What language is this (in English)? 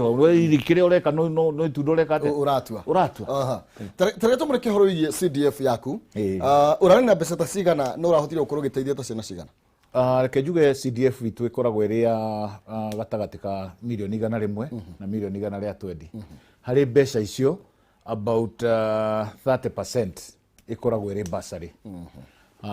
Kikuyu